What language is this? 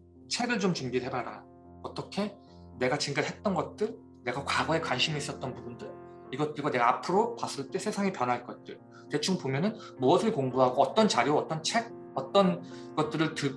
Korean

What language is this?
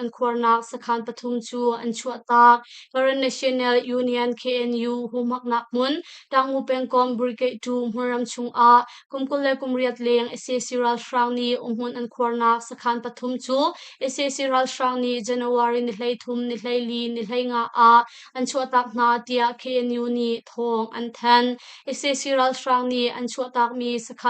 Hakha Chin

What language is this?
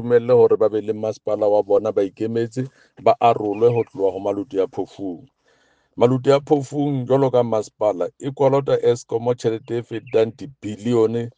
Southern Sotho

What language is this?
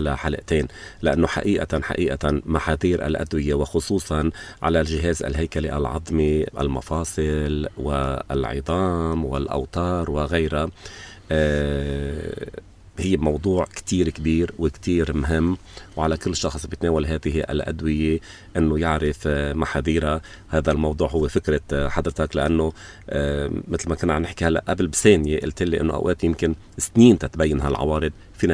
North Levantine Arabic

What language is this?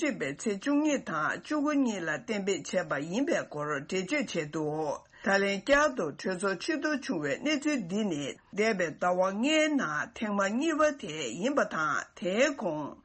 Tibetan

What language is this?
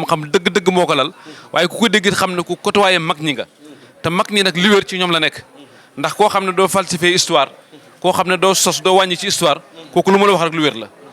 Wolof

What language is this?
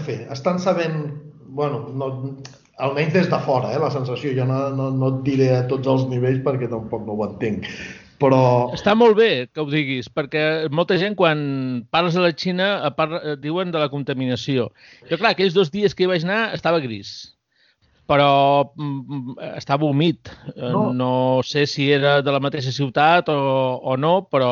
Catalan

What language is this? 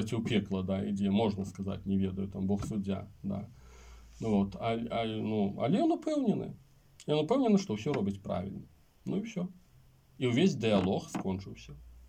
Belarusian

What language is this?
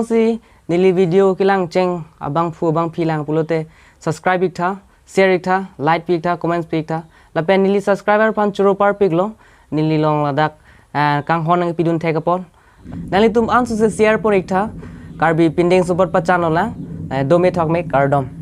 Karbi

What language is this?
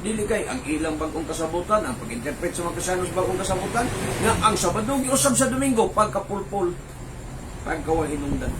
Cebuano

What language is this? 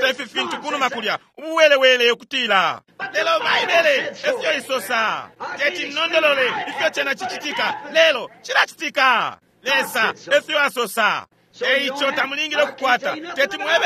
Bemba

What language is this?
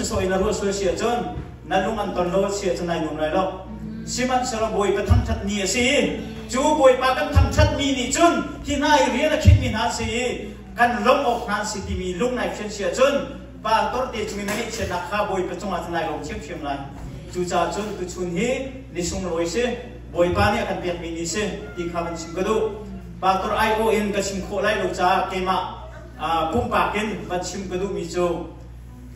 Hakha Chin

